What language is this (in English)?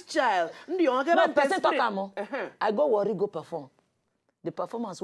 Nigerian Pidgin